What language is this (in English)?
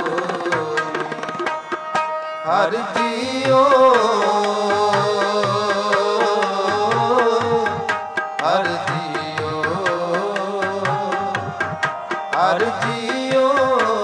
Punjabi